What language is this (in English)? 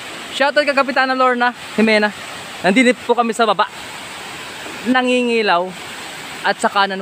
Filipino